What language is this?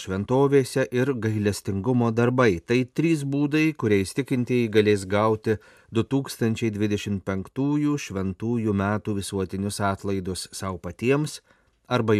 Lithuanian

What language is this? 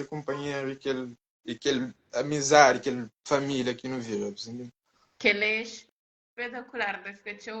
Kabuverdianu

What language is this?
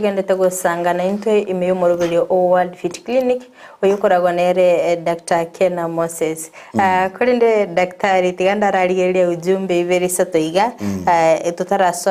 Gusii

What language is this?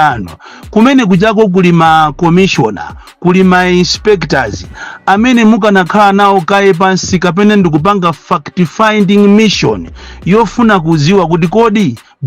Nyanja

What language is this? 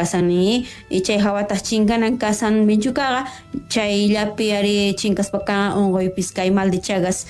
South Bolivian Quechua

